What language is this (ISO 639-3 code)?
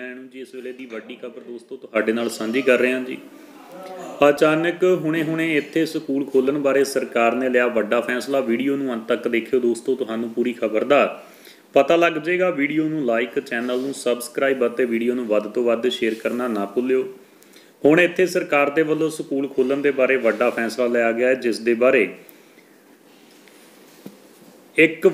pan